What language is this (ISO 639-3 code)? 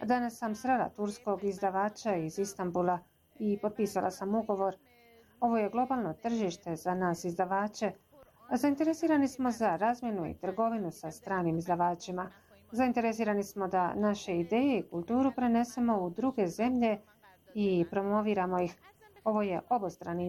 bos